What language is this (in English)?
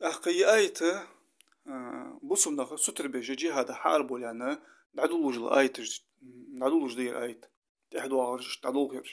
Ingush